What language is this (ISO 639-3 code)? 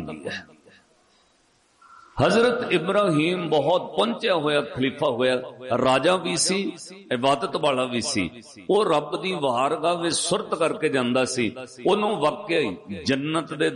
pan